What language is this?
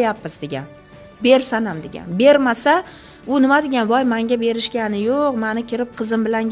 Uzbek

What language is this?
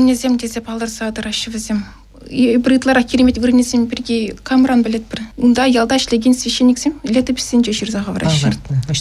Chuvash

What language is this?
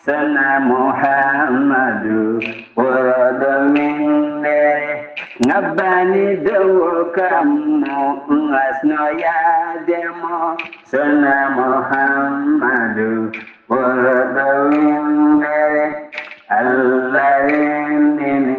Fula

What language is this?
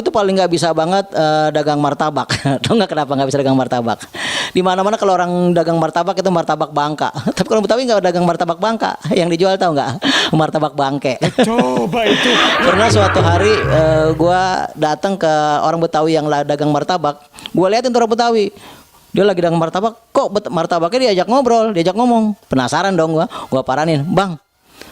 Betawi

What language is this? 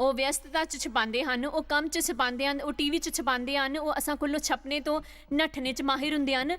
Dogri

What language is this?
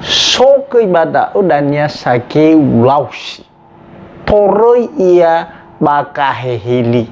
Nias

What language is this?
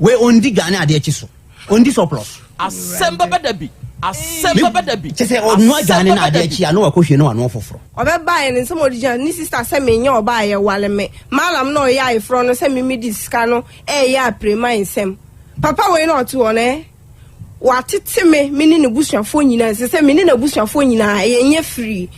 Akan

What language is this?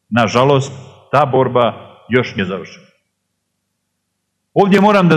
Serbian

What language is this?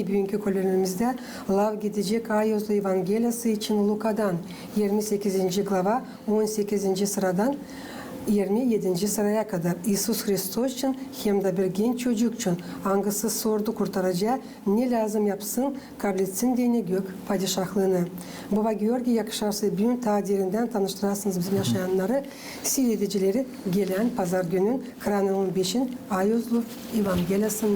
Gagauz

